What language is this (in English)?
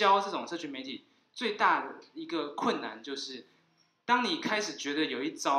Chinese